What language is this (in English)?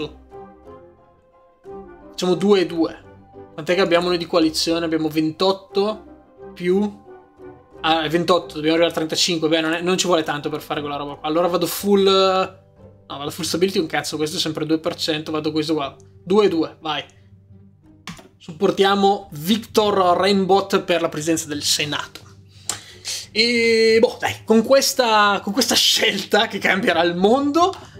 Italian